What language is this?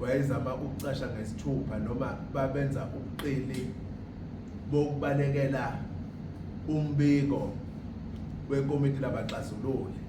Zulu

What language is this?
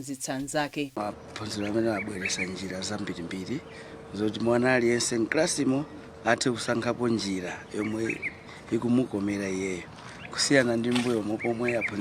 Nyanja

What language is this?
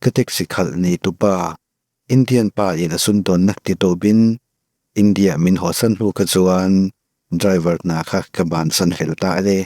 Mizo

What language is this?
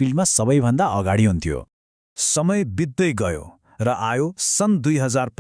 Nepali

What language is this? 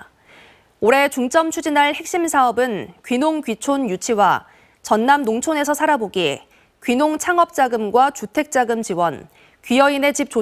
Korean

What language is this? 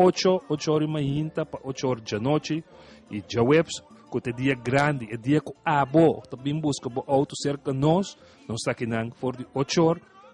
Papiamento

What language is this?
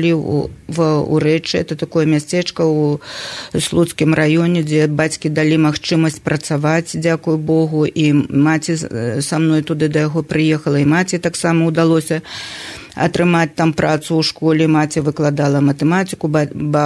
Belarusian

